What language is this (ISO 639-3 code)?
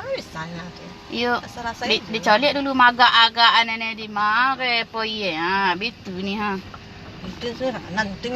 min